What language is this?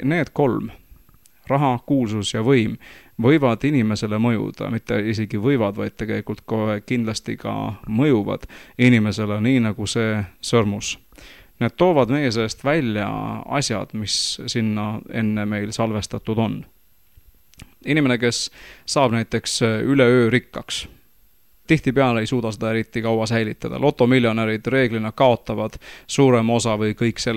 Estonian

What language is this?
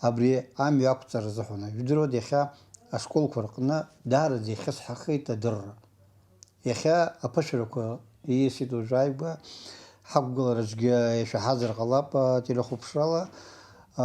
Abkhazian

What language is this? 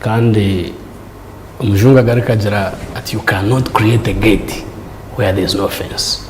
Nyankole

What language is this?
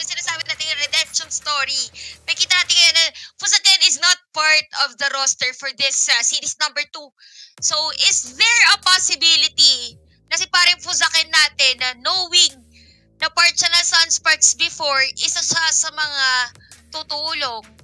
Filipino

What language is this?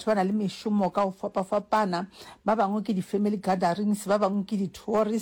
Northern Sotho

